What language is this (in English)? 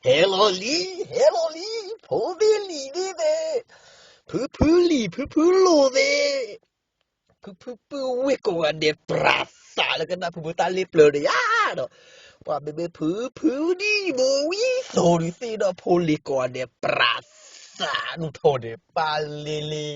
S'gaw Karen